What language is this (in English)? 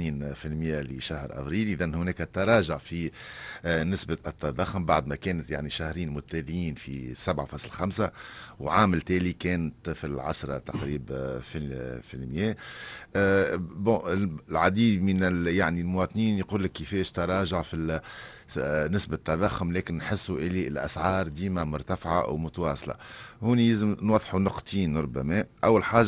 Tunisian Arabic